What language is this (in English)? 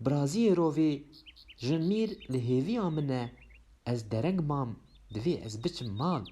Kurdish